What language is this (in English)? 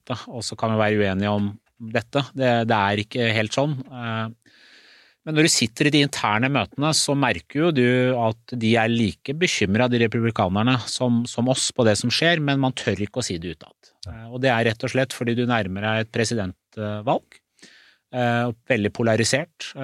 Norwegian